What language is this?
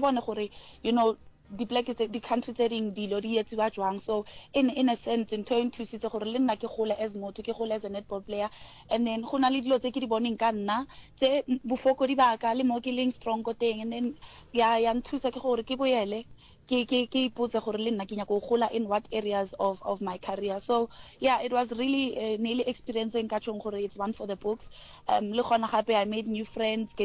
Northern Sotho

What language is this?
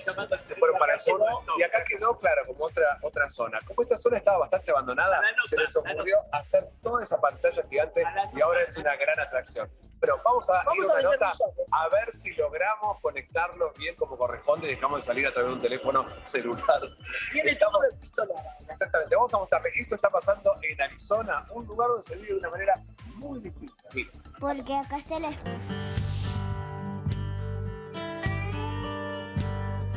Spanish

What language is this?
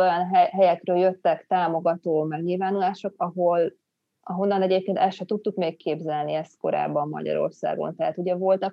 Hungarian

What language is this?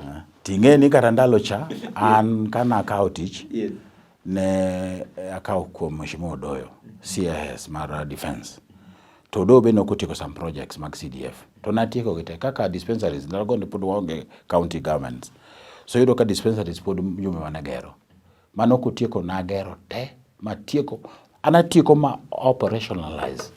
Luo (Kenya and Tanzania)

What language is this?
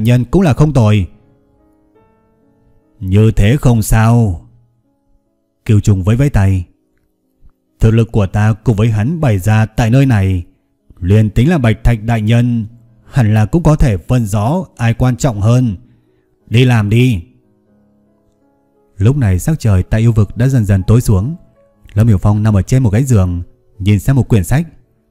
Vietnamese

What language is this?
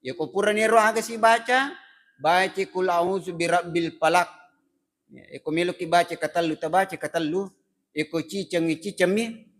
Buginese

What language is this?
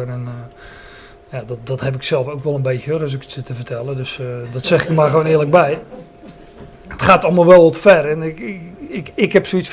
Dutch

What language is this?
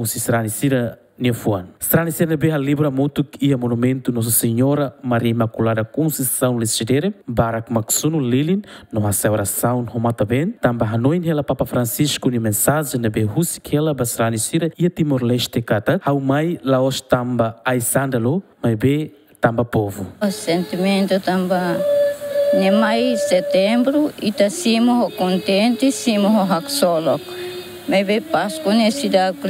Tetum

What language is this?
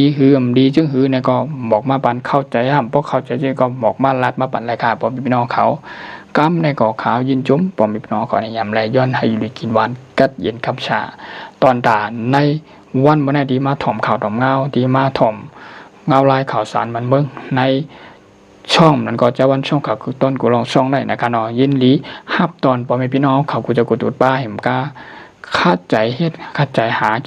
Shan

